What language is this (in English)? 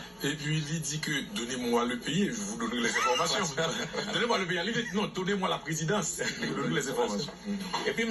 Haitian Creole